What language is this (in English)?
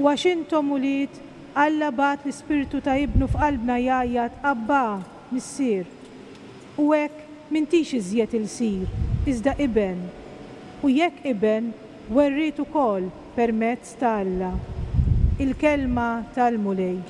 Maltese